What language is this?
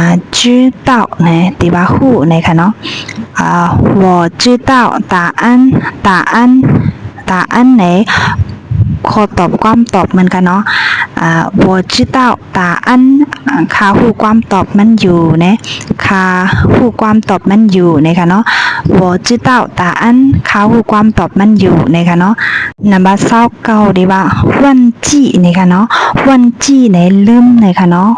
Shan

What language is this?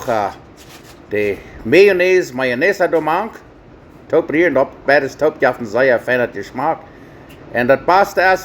Plautdietsch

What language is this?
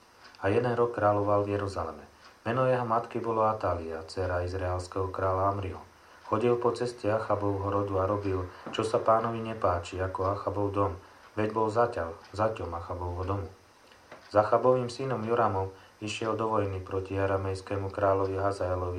Slovak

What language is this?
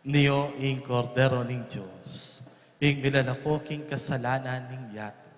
Pampanga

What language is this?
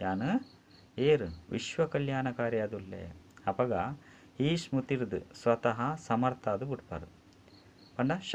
Tulu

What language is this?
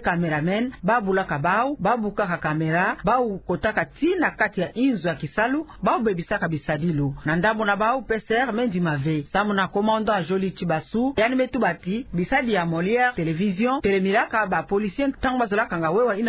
Kituba (Democratic Republic of Congo)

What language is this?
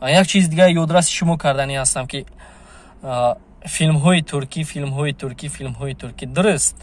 Tajik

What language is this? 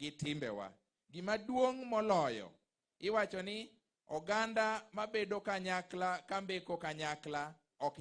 Luo (Kenya and Tanzania)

